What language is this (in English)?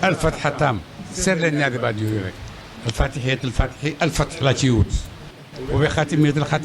Wolof